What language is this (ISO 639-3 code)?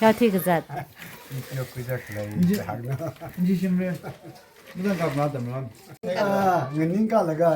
nmf